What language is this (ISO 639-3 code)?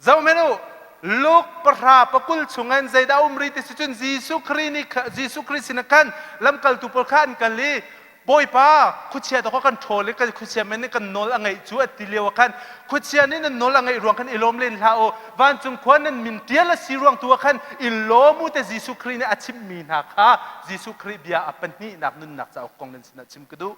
cnh